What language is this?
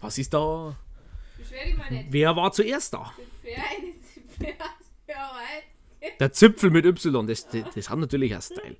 Bavarian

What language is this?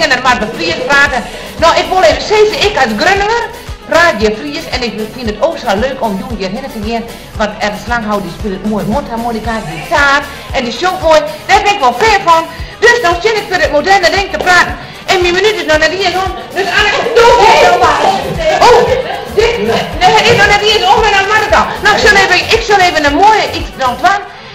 Western Frisian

